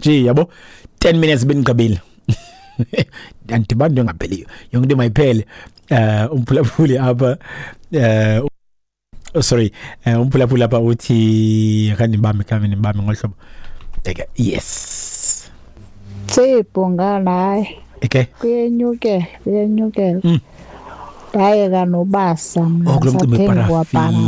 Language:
Xhosa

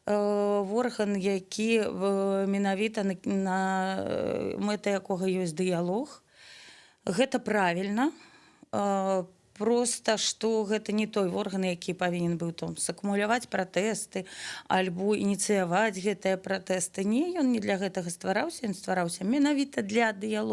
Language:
Belarusian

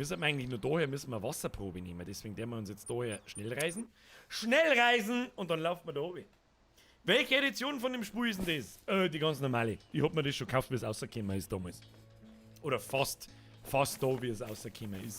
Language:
Bavarian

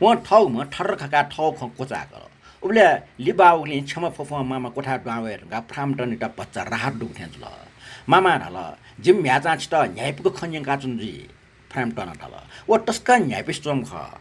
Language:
Newari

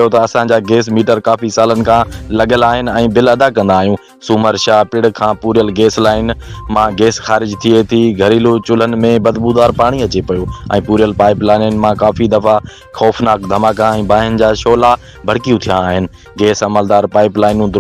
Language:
Sindhi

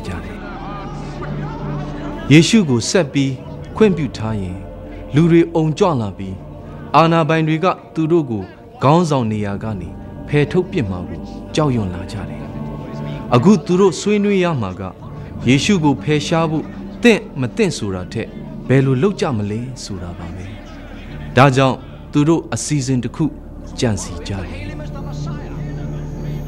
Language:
Burmese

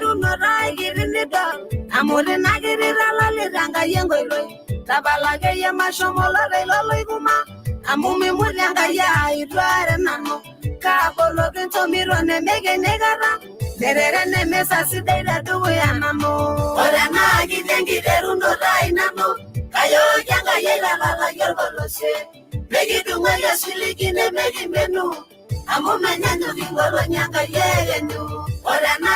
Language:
Masai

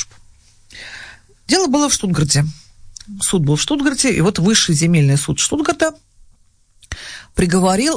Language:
Russian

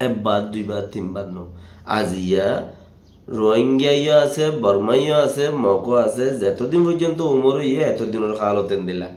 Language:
Rohingya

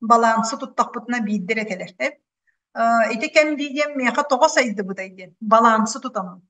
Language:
Yakut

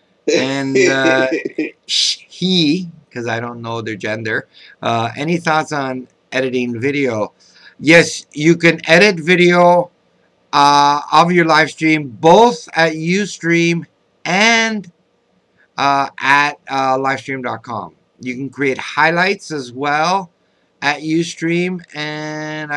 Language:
English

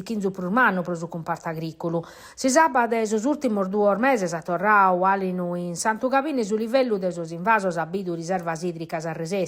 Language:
Sardinian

